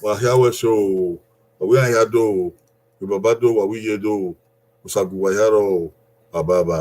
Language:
Bini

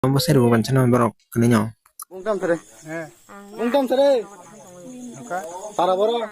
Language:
Kok Borok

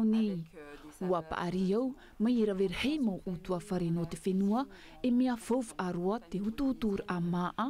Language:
Tahitian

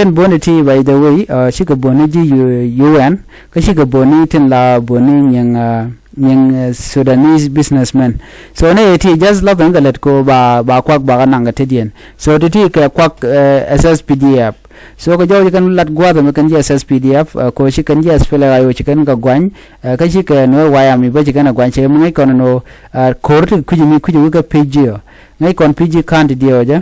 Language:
Nuer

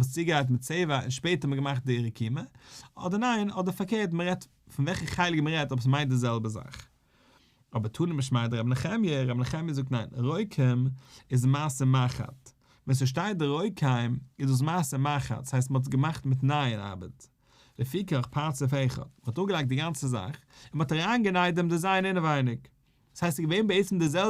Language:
Yiddish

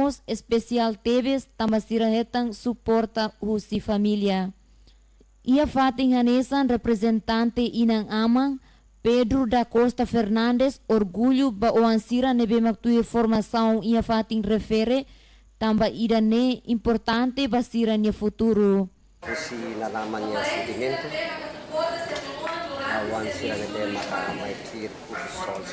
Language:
Tetum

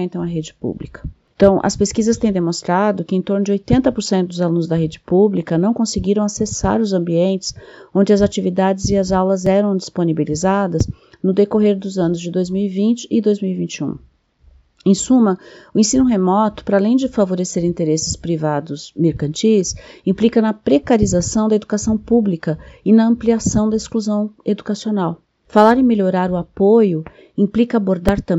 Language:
Portuguese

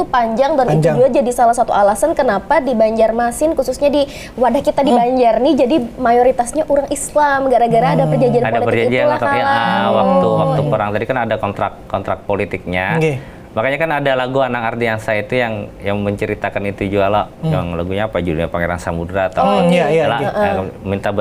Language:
Banjar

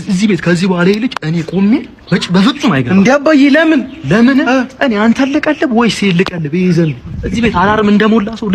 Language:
Amharic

